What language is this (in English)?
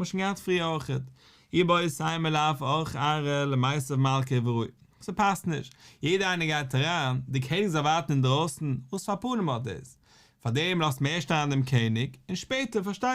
Yiddish